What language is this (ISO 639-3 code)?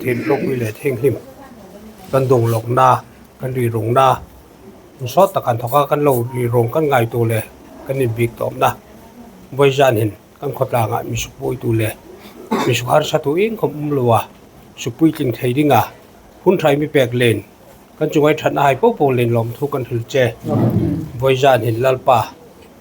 hmr